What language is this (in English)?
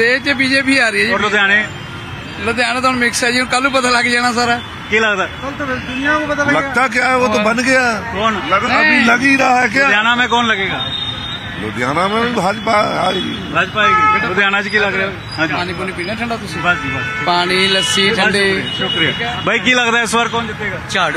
Punjabi